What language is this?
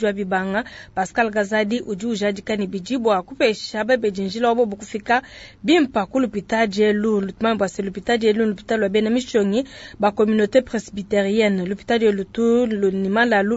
Luba-Lulua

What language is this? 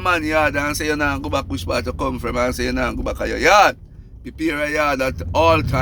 Jamaican Creole English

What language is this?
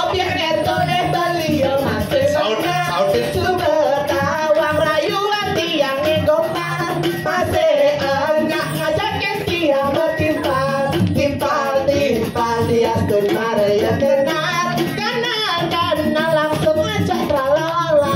Balinese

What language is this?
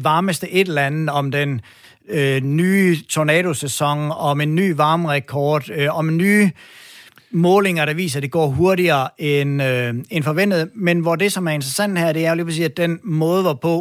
Danish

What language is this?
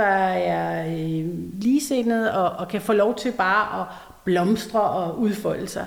Danish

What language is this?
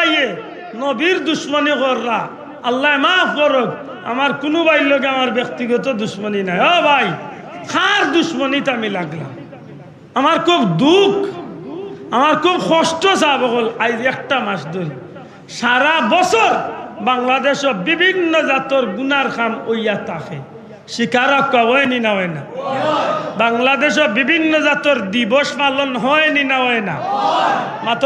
Sylheti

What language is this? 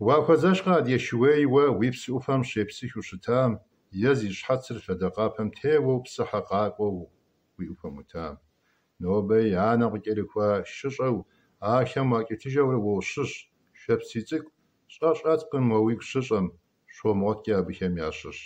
Kabardian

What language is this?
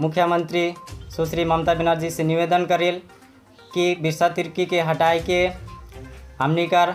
Sadri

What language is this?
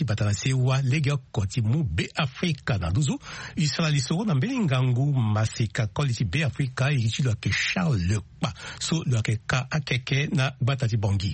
Sango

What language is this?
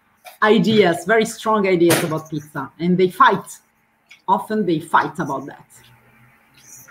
English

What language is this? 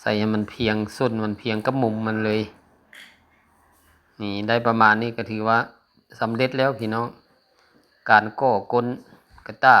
Lao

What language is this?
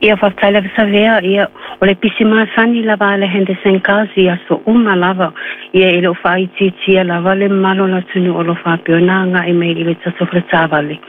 Samoan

